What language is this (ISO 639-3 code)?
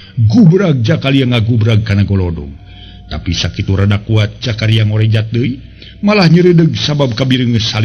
sun